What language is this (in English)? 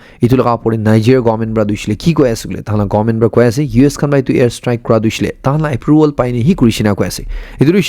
Naga Pidgin